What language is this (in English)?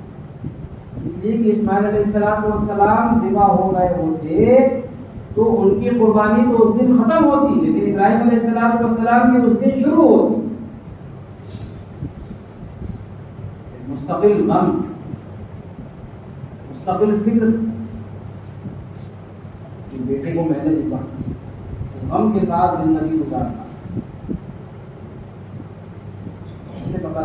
Urdu